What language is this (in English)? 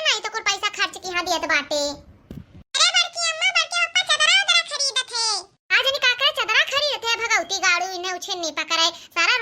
Awadhi